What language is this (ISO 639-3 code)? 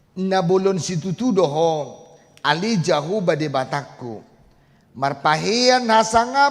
bbc